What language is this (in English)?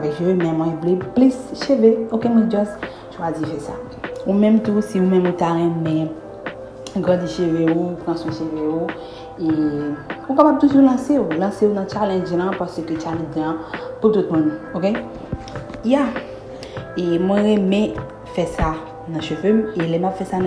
Haitian Creole